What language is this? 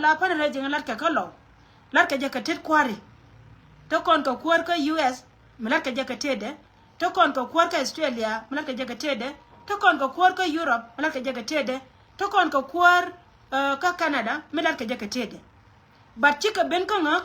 Nuer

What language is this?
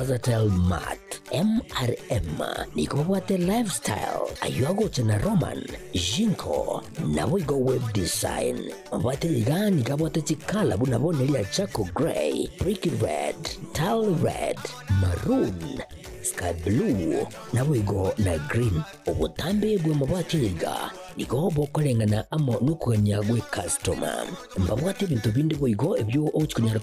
Gusii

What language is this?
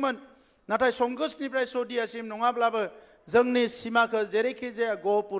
Bodo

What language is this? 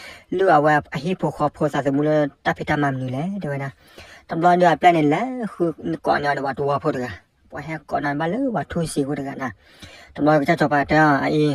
S'gaw Karen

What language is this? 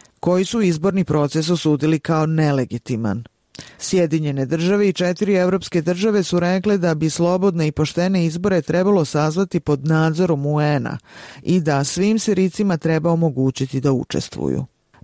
Bosnian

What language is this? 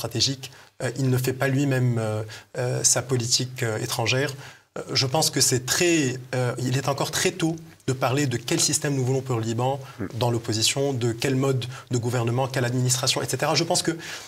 French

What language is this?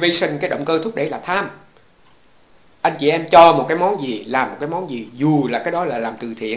Vietnamese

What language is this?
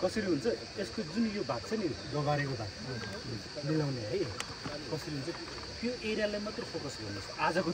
Nepali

